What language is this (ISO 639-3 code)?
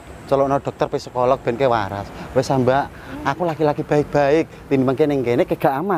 jav